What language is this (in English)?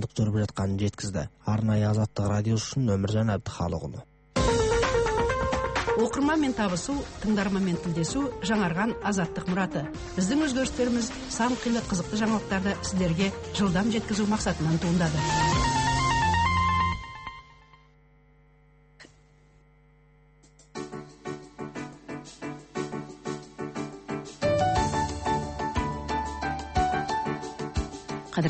Kazakh